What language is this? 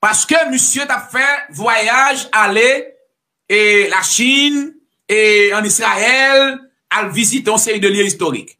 Haitian Creole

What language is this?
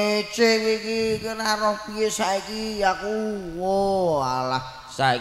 Javanese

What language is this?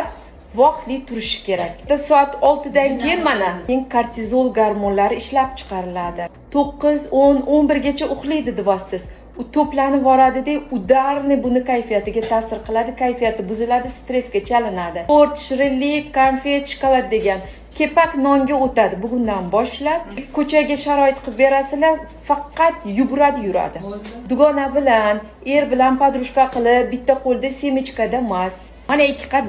Uzbek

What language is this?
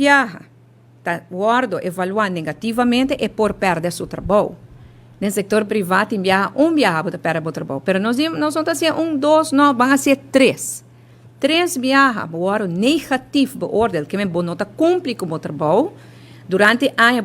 Papiamento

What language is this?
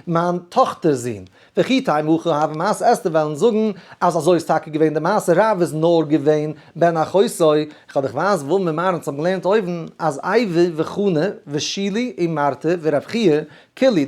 Yiddish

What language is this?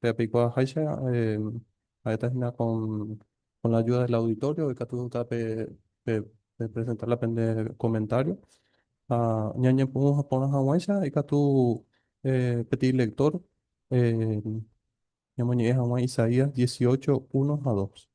Guarani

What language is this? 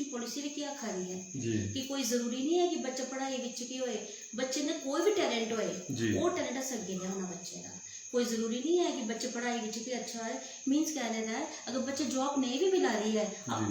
Dogri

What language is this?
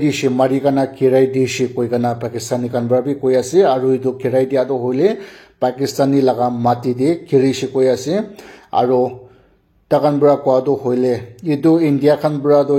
Naga Pidgin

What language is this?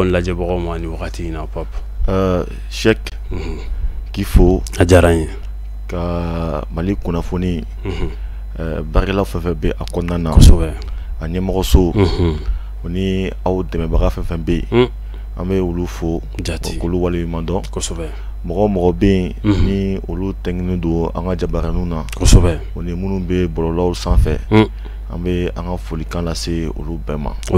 Bambara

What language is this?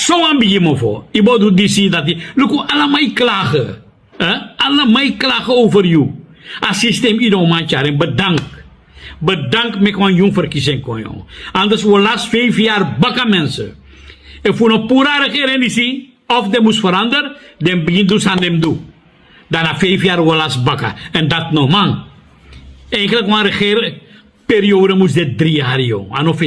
Sranan Tongo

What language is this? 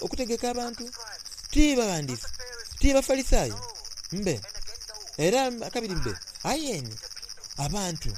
Soga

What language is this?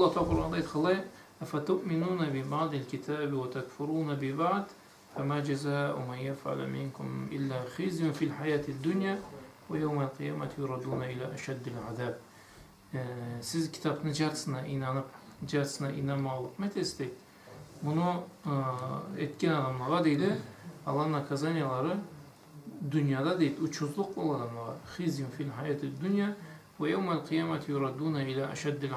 Karachay-Balkar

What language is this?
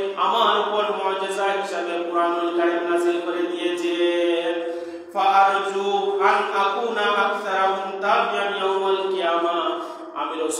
Bangla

